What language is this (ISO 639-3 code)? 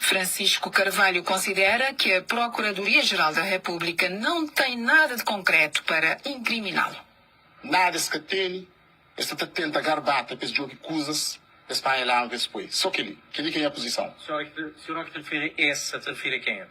kea